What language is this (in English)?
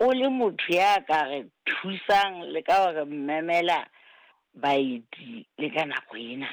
Southern Sotho